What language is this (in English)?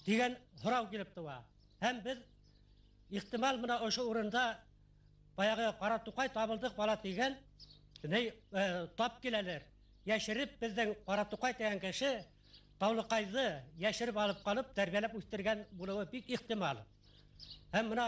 Bashkir